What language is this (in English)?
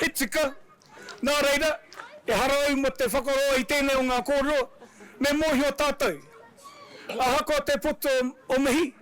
Māori